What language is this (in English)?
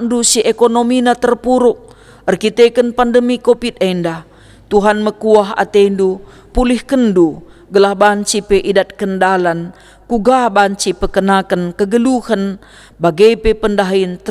Batak Karo